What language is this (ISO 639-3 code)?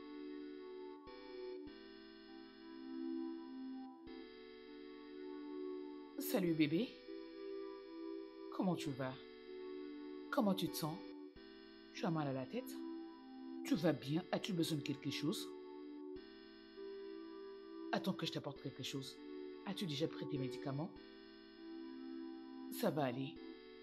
fra